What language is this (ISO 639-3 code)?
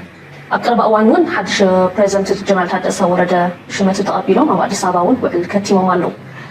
tir